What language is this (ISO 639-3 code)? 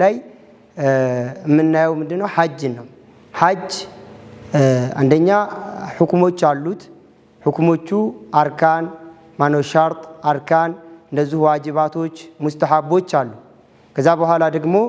amh